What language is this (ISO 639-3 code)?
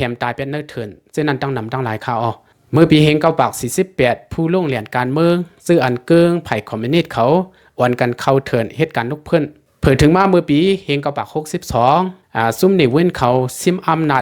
lao